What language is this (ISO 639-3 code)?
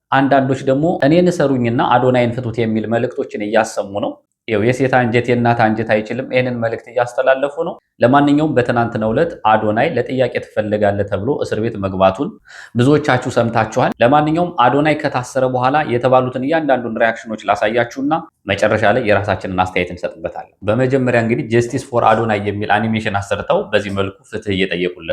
amh